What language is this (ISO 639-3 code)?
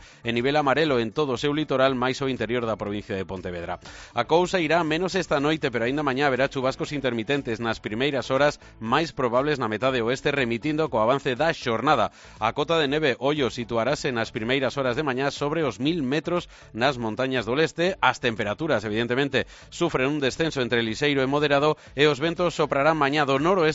glg